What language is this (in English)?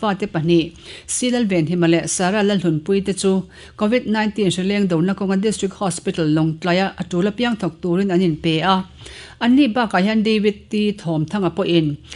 Mizo